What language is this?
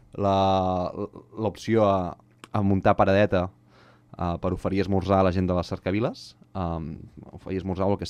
Catalan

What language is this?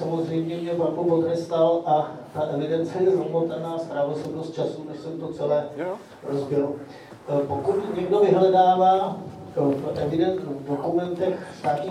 Czech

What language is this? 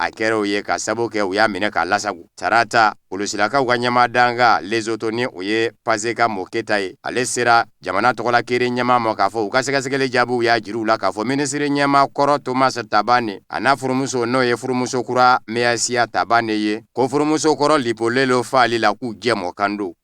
Bambara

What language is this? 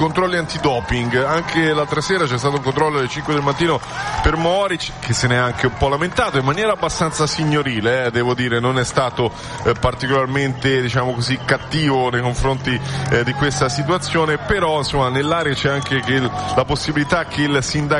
Italian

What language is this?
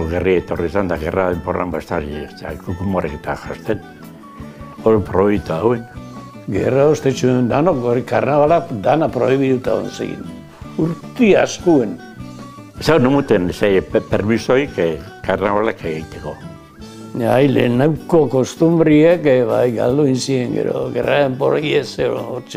Basque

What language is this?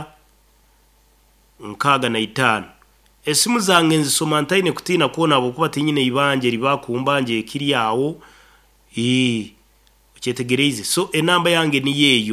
Nyoro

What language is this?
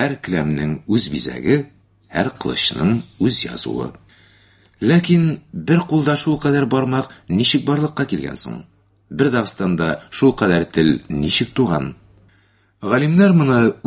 Tatar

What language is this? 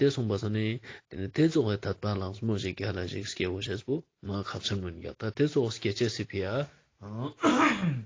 Ladakhi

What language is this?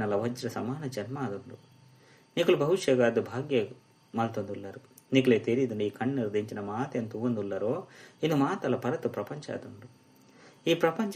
Tulu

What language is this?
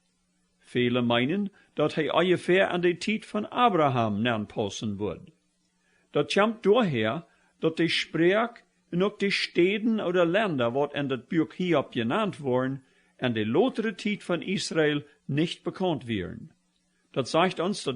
Plautdietsch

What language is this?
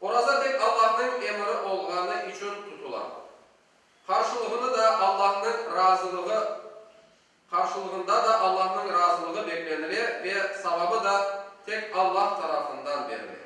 Crimean Tatar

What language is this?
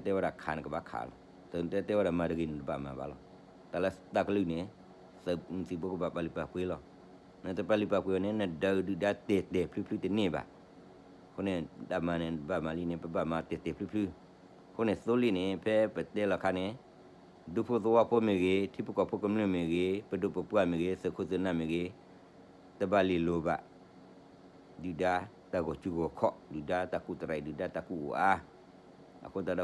S'gaw Karen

